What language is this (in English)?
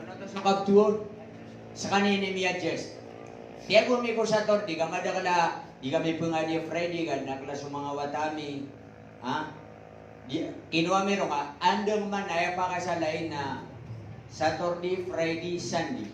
Maranao